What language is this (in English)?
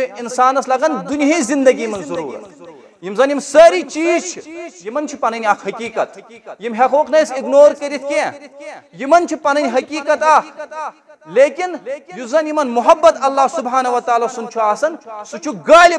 Kashmiri